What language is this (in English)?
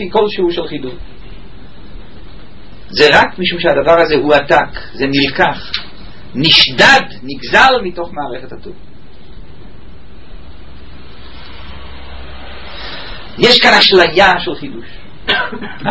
Hebrew